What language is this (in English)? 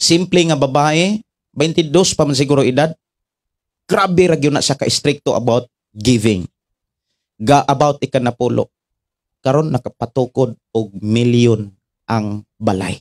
Cebuano